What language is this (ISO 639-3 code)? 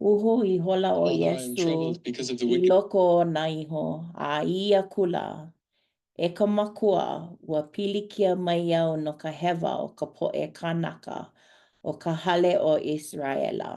haw